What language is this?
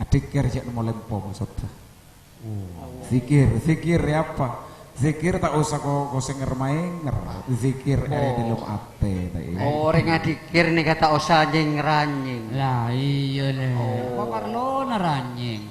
Madurese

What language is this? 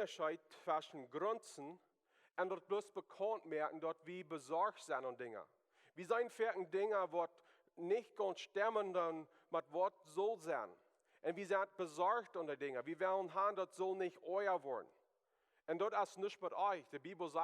Plautdietsch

